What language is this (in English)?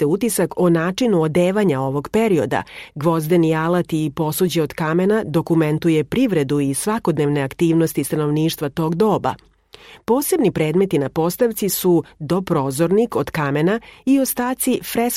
Serbian